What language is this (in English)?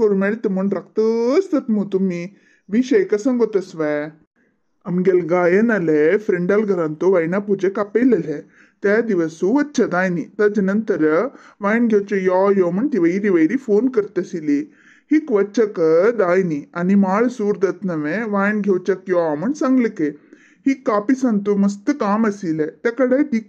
Konkani